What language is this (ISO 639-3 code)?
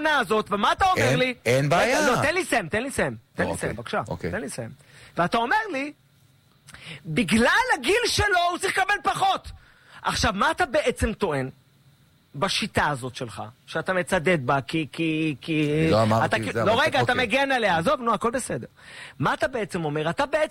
heb